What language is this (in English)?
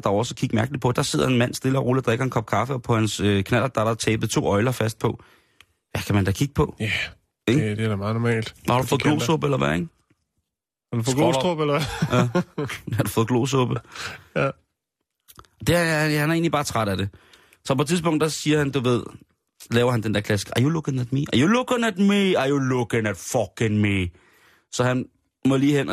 Danish